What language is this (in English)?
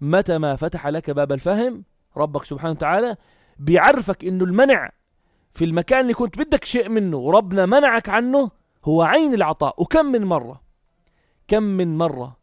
North Levantine Arabic